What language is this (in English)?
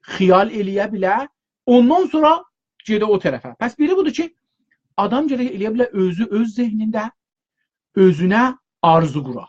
South Azerbaijani